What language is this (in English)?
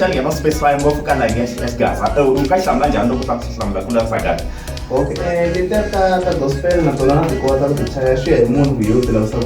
Tsonga